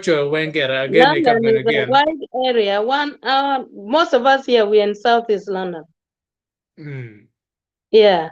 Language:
Acoli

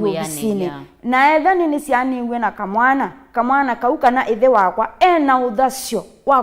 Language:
Kamba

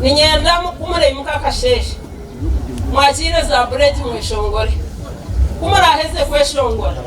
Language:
Nyankole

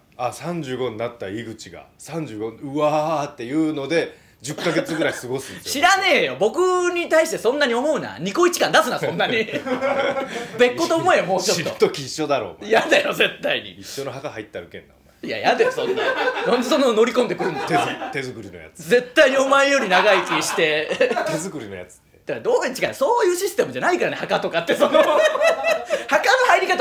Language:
Japanese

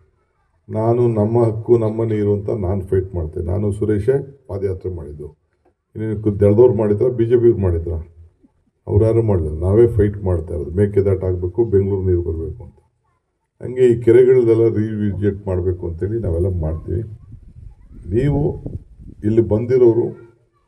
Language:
Kannada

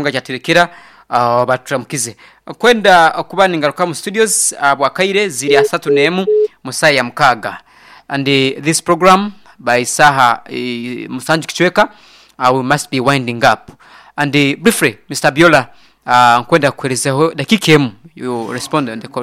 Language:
Nyoro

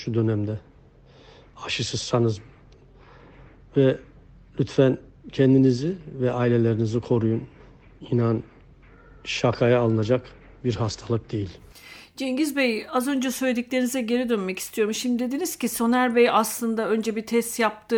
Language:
Turkish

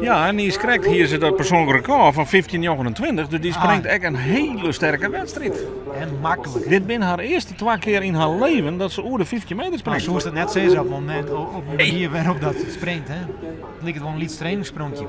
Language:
Western Frisian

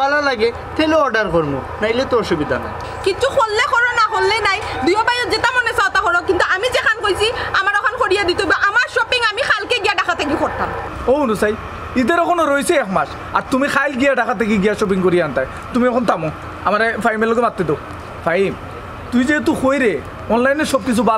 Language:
Sylheti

